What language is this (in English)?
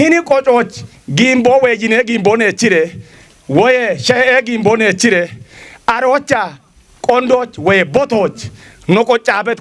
Kafa